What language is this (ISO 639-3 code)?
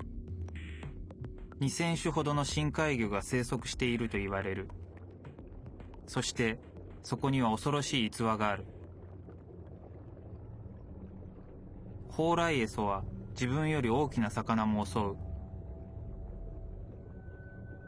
jpn